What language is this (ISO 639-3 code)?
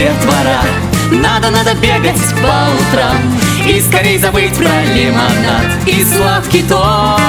rus